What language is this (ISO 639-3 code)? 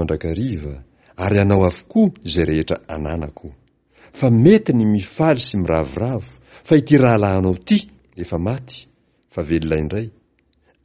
mlg